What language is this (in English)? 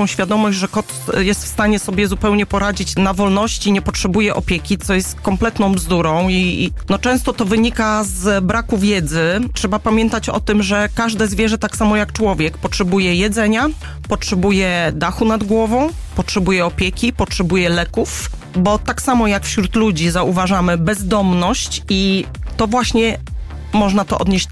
Polish